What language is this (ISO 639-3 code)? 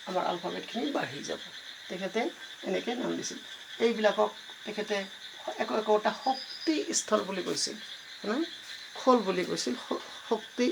asm